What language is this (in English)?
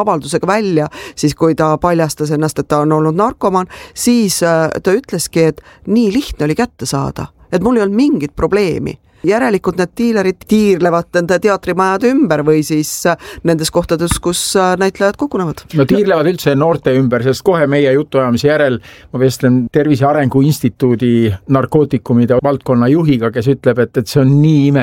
Estonian